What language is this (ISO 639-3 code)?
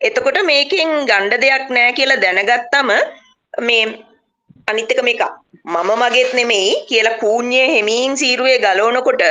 sin